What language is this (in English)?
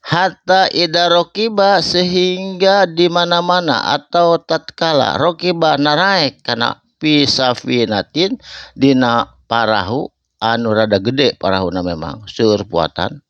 Sundanese